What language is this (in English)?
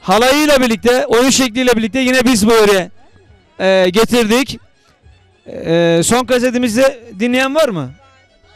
Turkish